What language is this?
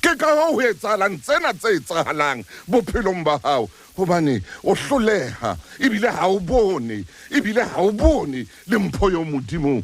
Southern Sotho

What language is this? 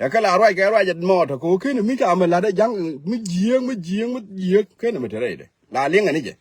Nuer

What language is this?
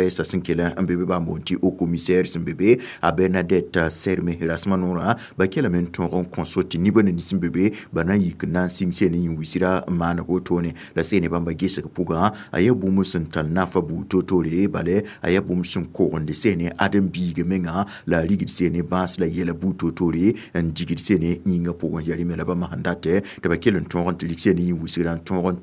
Mossi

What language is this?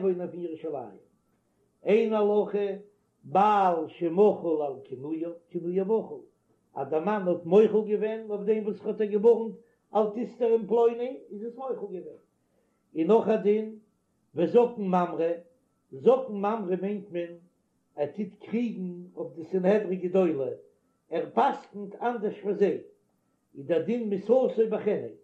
Yiddish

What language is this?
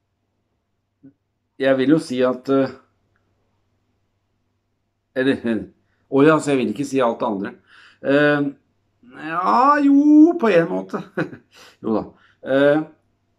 Norwegian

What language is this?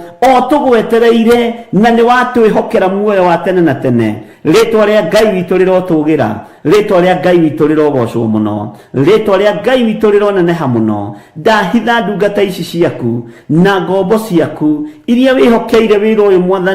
Kikuyu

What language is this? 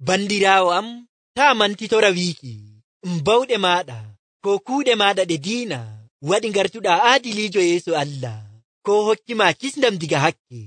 Nigerian Fulfulde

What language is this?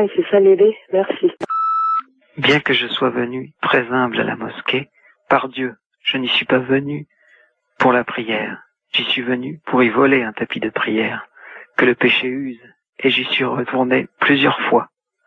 French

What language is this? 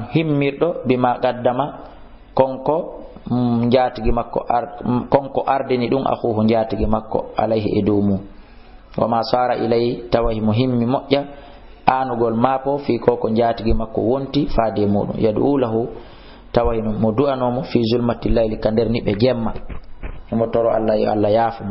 Fula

